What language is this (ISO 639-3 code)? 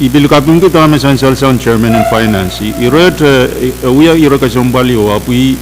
pon